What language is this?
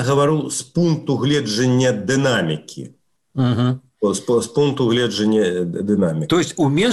Belarusian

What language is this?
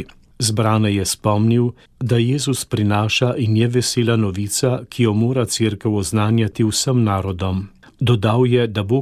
Slovenian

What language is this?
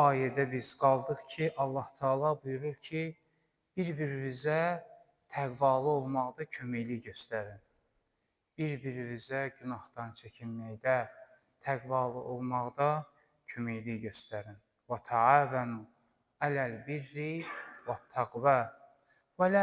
Azerbaijani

